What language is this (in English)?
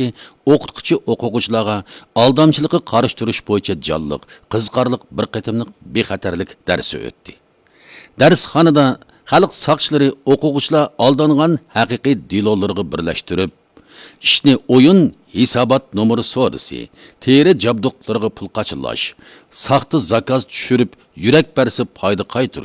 Uyghur